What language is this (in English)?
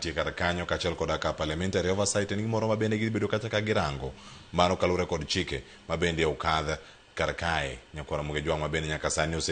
Luo (Kenya and Tanzania)